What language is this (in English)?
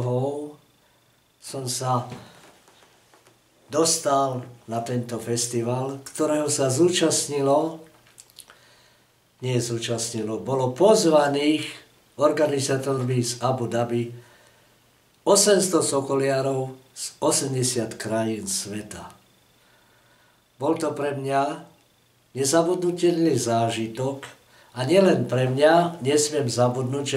Slovak